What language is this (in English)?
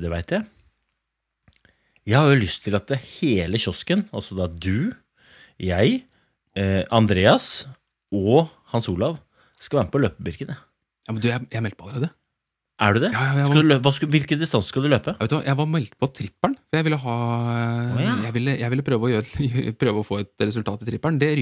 Norwegian